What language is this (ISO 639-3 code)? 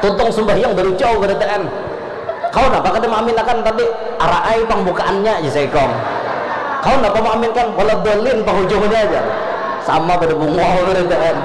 bjn